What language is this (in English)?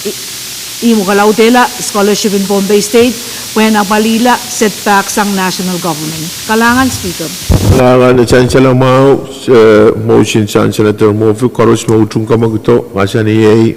Pohnpeian